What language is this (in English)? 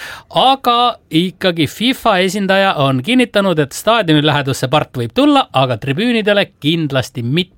Estonian